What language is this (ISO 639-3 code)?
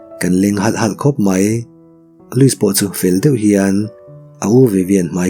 lus